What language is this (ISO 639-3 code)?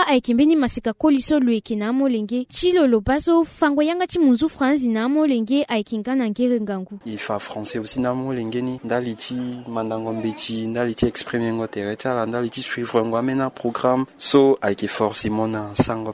sag